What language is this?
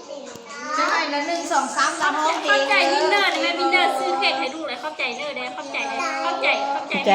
Lao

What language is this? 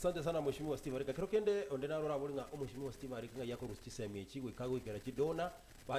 Gusii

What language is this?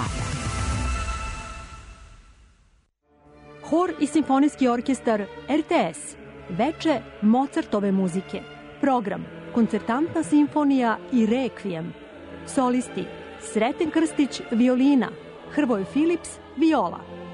Serbian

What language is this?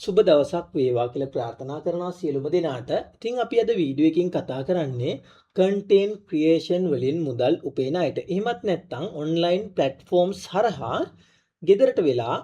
Sinhala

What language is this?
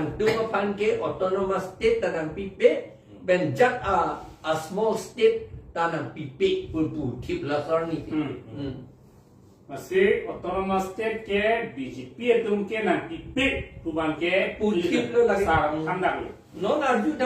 Karbi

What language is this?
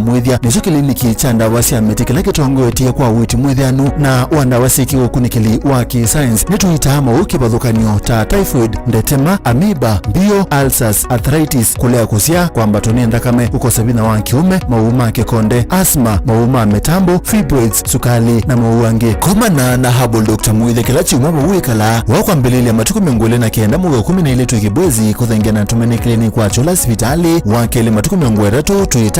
Kamba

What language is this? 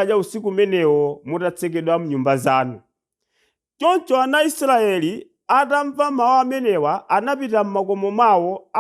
Nyanja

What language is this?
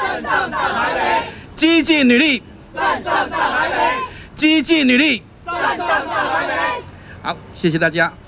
Chinese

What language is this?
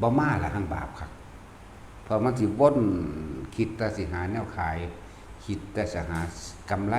Northeastern Thai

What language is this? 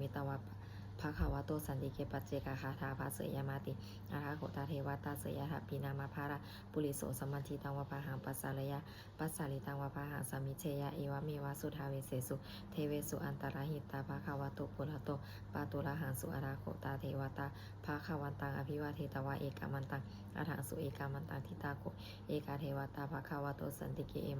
Pali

